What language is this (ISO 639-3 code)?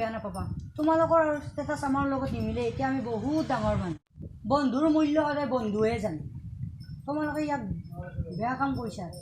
asm